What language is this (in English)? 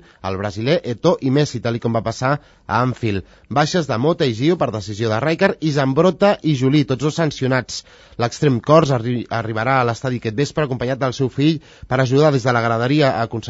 Catalan